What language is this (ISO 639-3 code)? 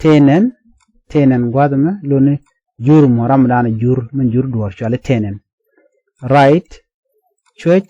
nus